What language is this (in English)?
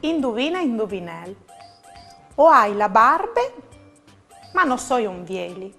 Friulian